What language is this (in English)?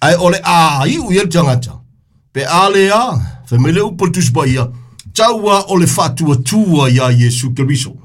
Samoan